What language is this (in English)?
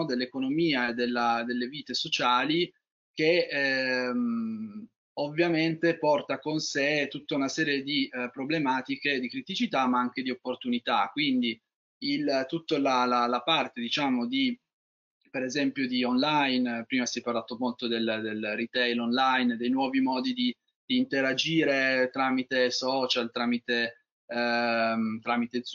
Italian